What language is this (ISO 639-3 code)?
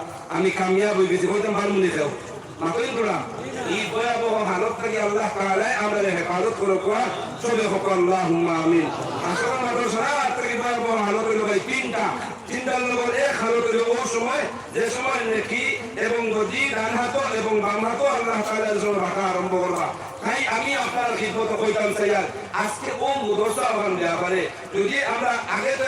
syl